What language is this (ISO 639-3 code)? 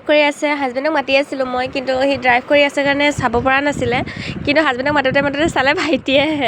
asm